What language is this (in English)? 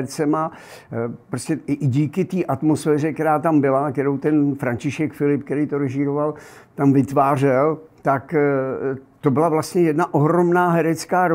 Czech